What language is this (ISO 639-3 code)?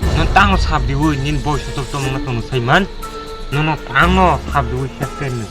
trp